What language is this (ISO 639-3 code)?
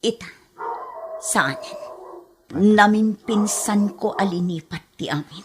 ilo